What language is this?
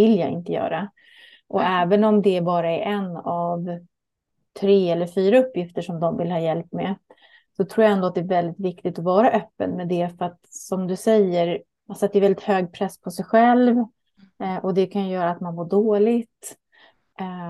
Swedish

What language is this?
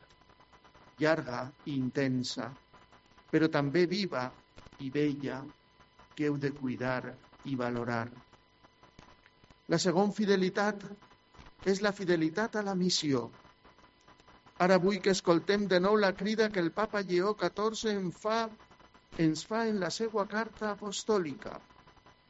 Catalan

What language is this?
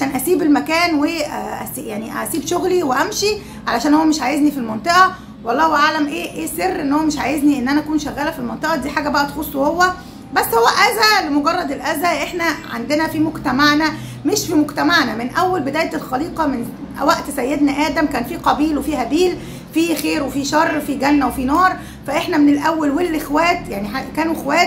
Egyptian Arabic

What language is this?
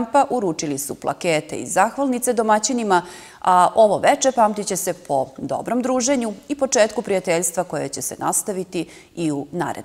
Serbian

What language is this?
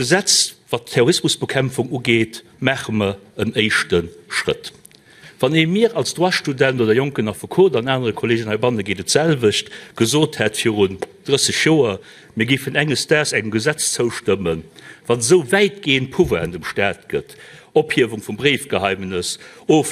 Luxembourgish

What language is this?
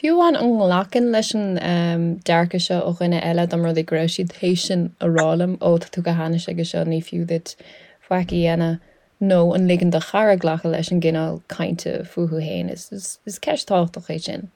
Irish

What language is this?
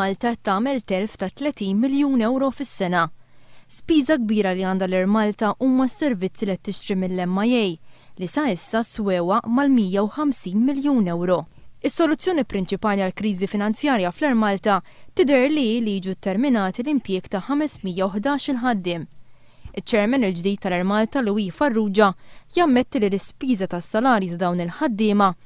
Maltese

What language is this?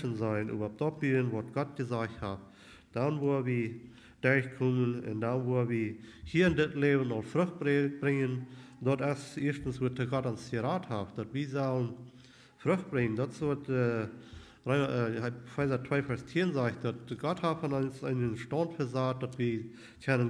Plautdietsch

